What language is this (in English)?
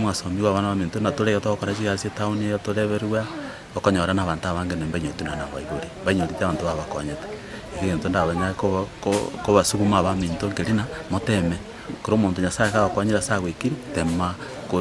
Gusii